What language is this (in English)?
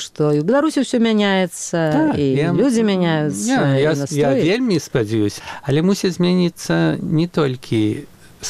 Belarusian